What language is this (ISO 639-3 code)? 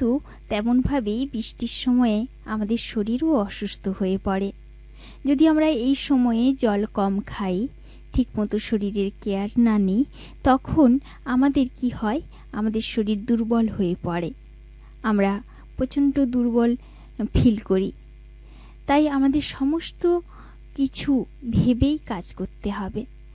ben